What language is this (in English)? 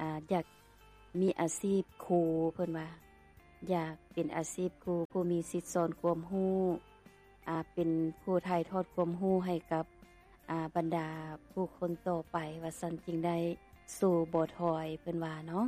Lao